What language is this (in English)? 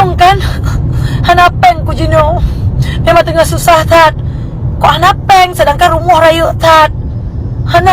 Achinese